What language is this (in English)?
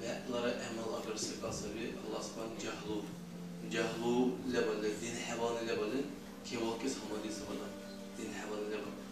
Dargwa